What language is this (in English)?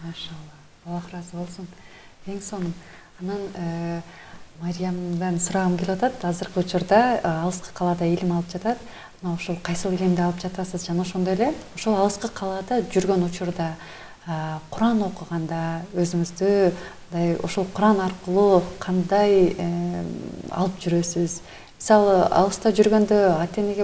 Kyrgyz